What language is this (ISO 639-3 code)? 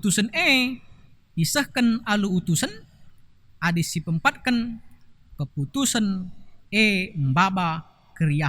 btx